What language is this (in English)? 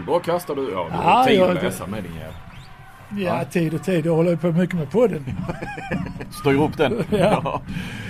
Swedish